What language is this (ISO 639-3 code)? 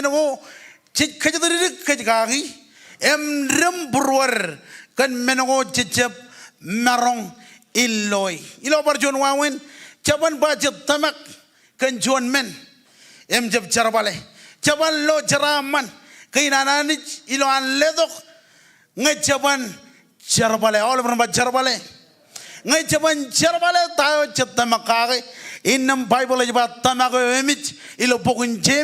mah